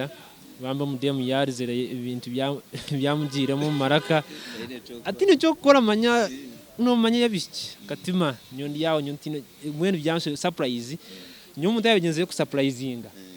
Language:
Nyankole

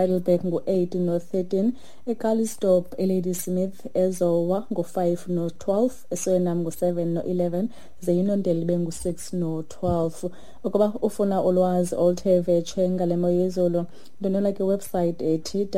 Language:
Xhosa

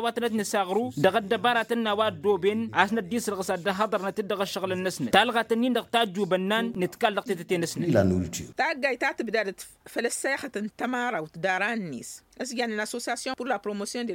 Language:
Tamasheq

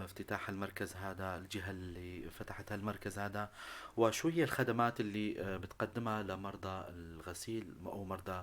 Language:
North Levantine Arabic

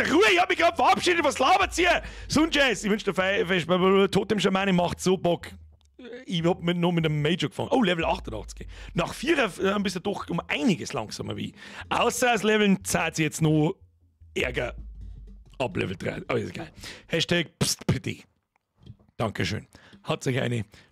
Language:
Bavarian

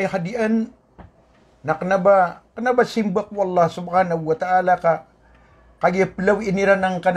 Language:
Maranao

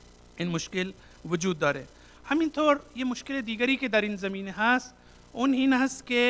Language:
Persian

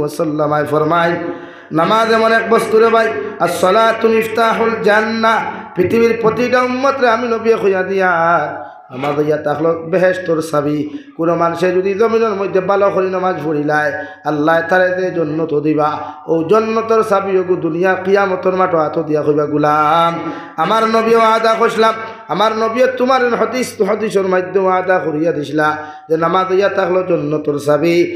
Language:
Sylheti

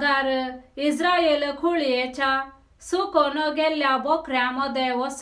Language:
Konkani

